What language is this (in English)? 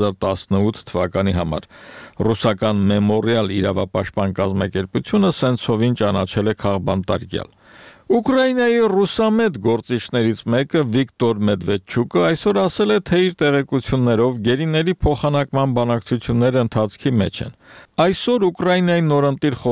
Armenian